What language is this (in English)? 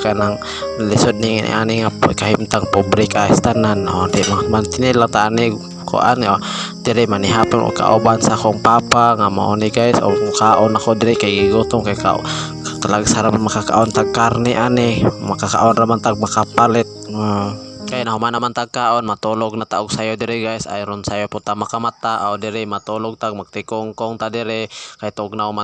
Cebuano